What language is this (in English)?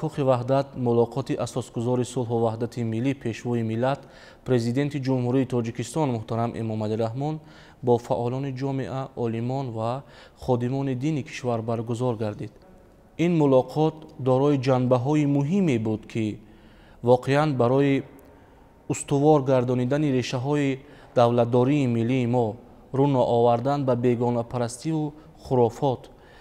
Tajik